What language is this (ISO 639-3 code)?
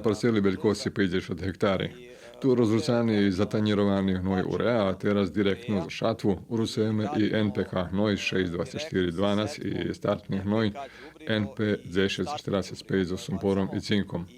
rue